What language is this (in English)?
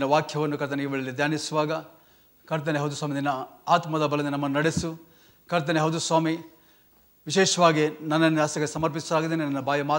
Kannada